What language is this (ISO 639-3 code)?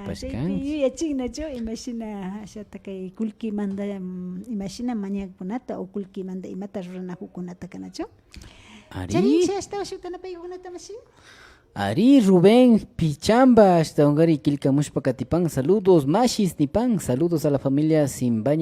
qvi